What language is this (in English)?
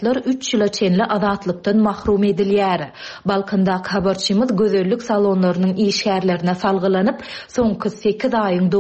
Turkmen